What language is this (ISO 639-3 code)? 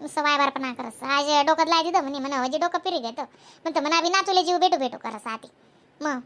khn